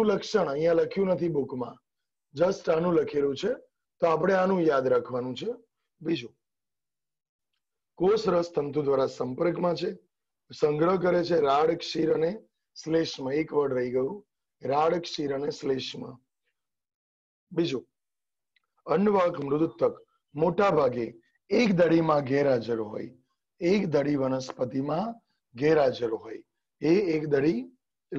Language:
Gujarati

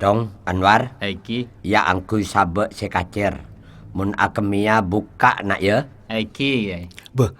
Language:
Madurese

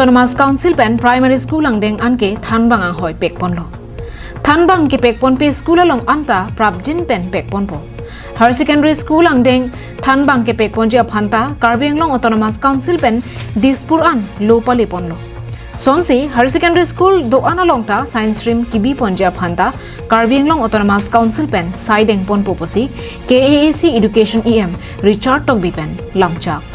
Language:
Karbi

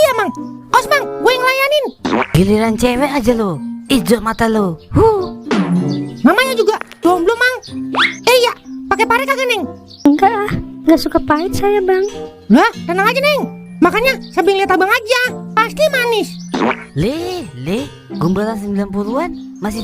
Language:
Betawi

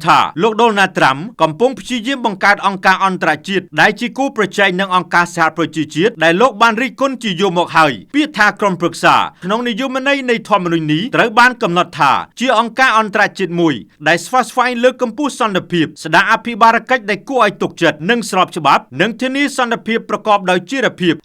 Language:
Khmer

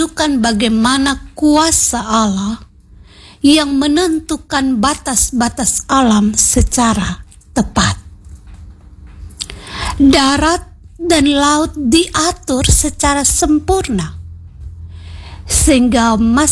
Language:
Indonesian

